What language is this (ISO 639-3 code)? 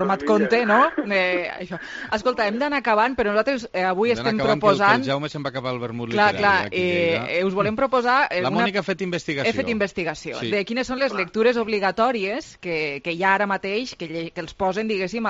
cat